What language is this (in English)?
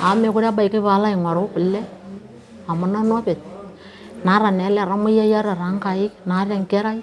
Masai